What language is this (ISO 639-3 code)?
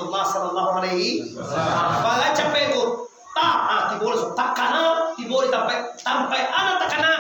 min